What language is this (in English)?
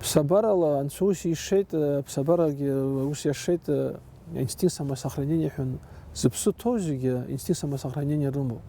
Abkhazian